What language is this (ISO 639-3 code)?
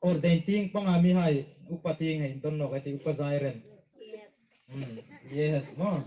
hmr